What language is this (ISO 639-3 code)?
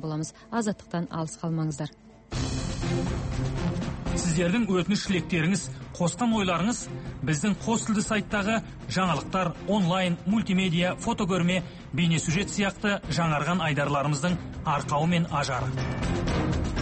kaz